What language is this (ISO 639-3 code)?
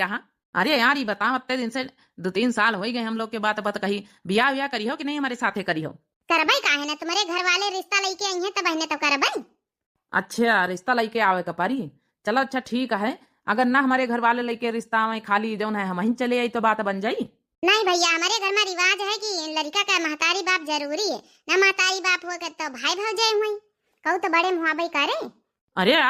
awa